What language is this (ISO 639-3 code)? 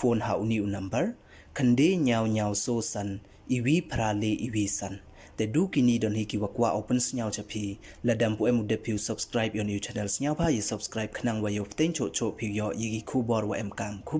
pbv